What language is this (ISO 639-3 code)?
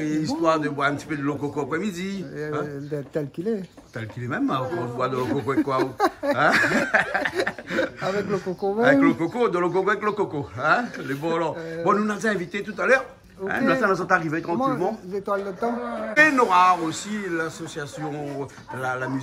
rcf